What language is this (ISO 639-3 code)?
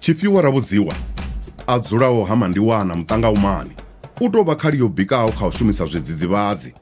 ven